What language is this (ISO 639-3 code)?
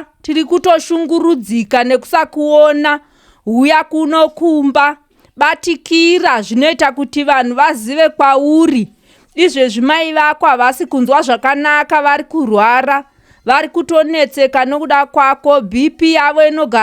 sna